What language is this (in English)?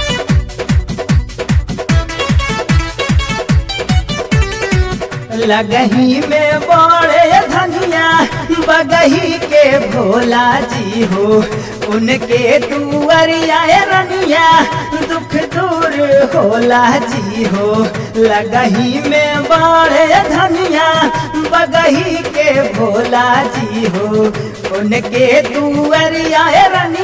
Bhojpuri